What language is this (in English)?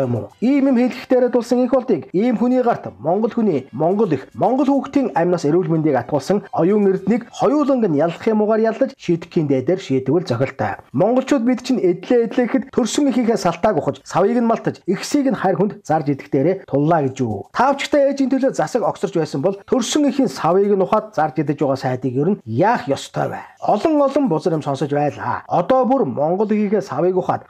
Mongolian